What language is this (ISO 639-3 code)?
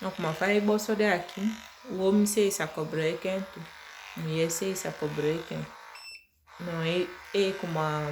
srm